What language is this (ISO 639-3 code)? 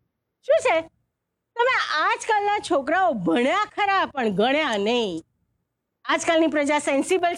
guj